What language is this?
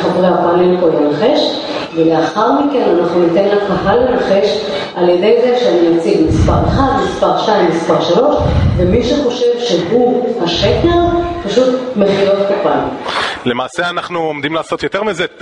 Hebrew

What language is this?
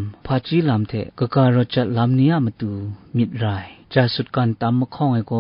Kachin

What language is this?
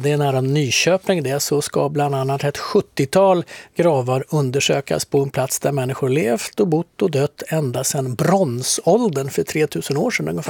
Swedish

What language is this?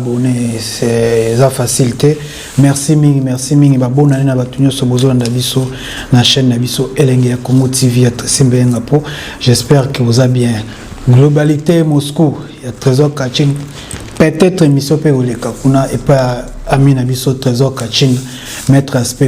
Lingala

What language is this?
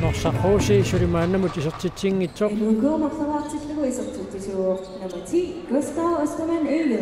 Kalaallisut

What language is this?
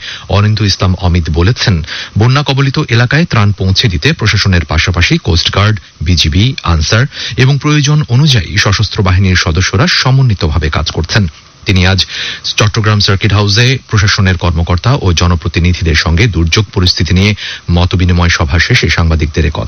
Bangla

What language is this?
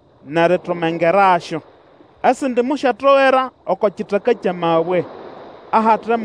Nande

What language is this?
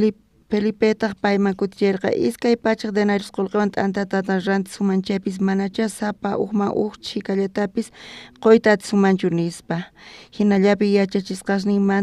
South Bolivian Quechua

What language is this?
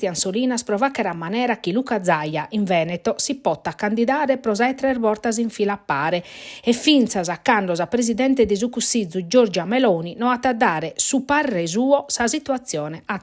Sardinian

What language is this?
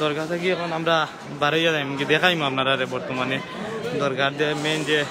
Sylheti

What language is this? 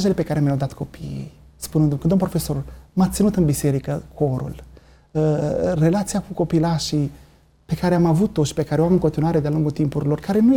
Romanian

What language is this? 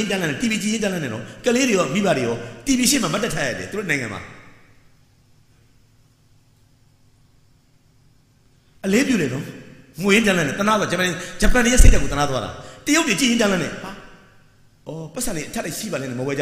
Burmese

